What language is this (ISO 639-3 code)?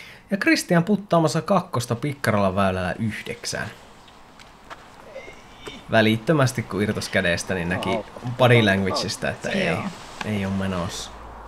fin